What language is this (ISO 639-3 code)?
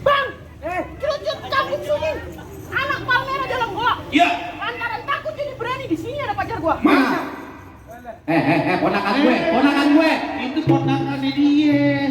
bew